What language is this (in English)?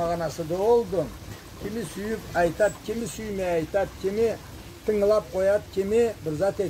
Karachay-Balkar